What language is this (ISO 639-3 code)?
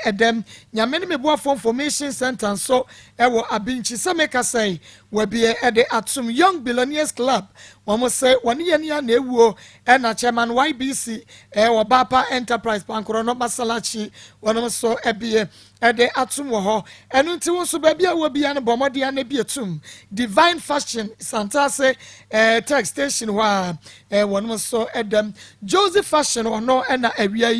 aka